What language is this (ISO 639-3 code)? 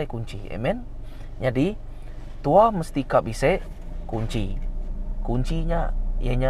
iba